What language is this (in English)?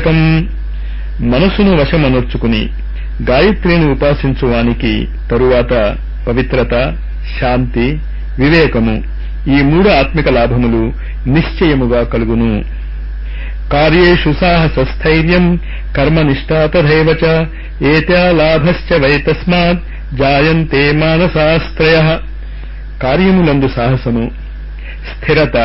Telugu